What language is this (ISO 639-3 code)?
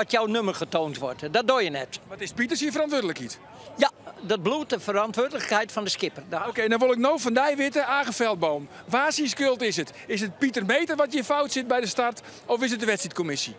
fry